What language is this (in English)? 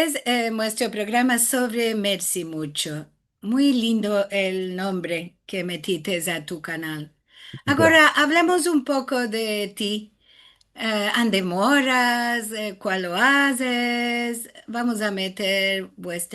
Ladino